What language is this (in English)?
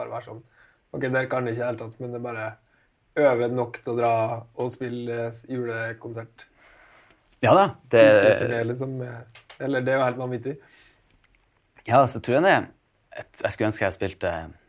Norwegian